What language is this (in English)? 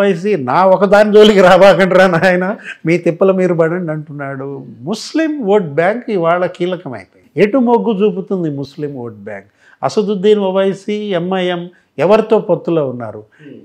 Telugu